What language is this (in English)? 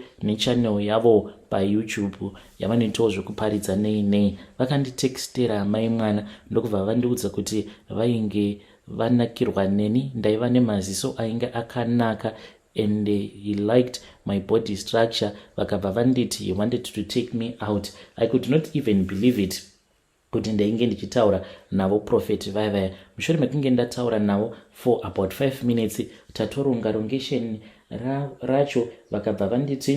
Shona